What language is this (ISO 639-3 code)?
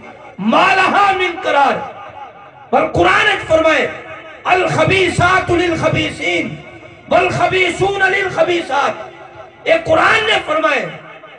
skr